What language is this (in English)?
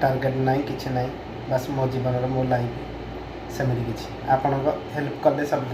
Odia